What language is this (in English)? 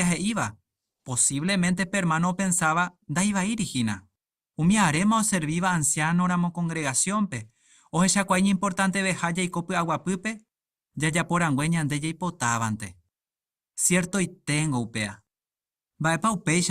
Guarani